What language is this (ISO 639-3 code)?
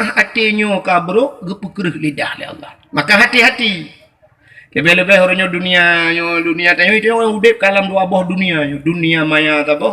ace